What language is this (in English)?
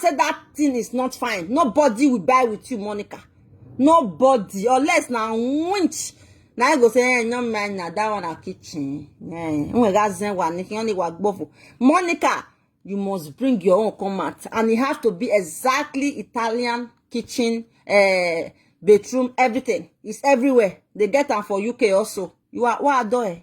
Nigerian Pidgin